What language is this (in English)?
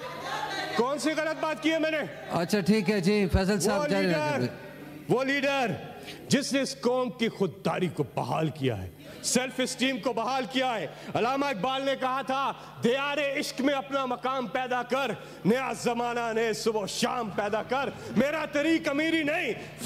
Urdu